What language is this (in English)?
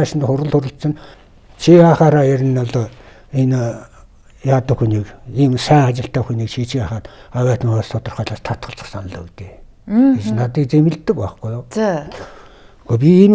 Mongolian